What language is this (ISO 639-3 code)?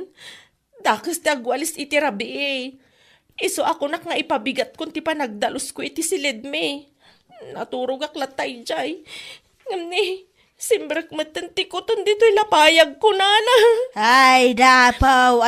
ilo